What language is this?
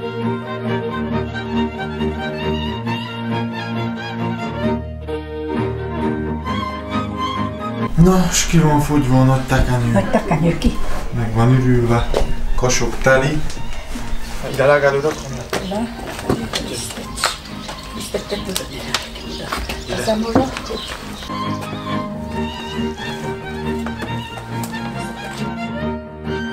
Hungarian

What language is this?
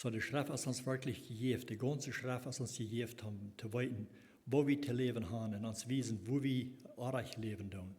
Plautdietsch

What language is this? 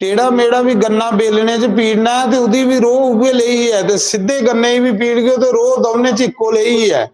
Dogri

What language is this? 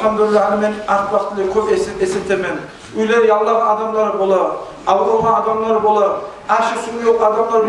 Kumyk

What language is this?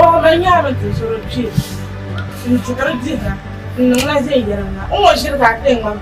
Dagbani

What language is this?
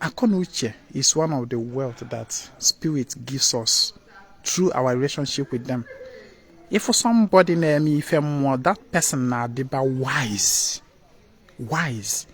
Igbo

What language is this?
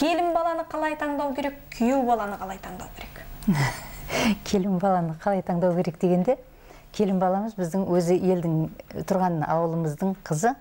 Kazakh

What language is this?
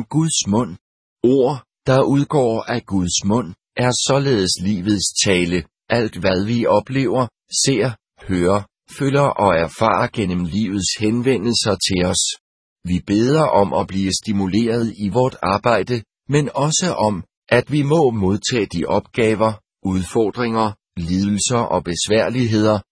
Danish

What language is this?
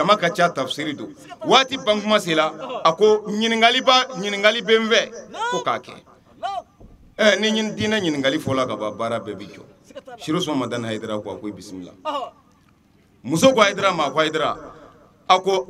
Bambara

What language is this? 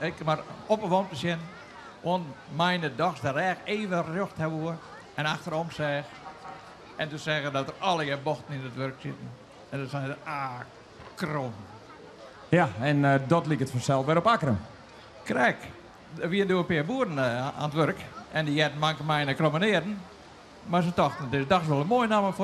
Western Frisian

